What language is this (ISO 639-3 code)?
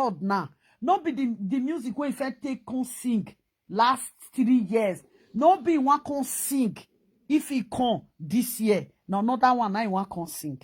pcm